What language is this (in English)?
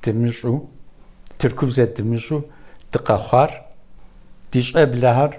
Kabardian